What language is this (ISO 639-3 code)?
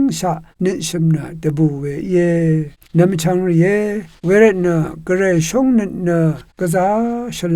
raw